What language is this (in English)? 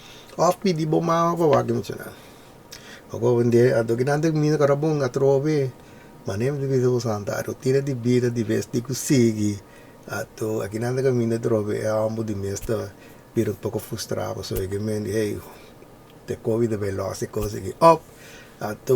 Papiamento